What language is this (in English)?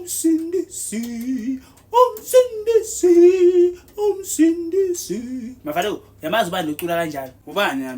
Zulu